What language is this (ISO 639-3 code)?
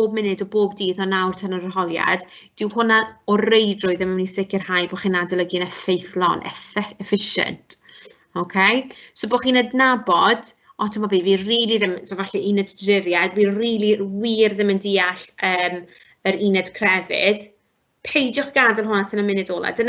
cym